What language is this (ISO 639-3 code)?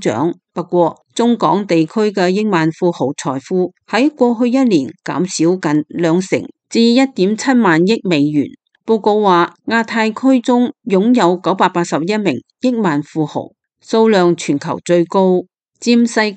yue